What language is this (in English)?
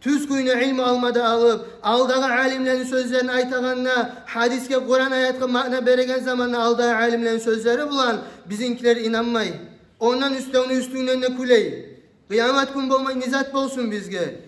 Kumyk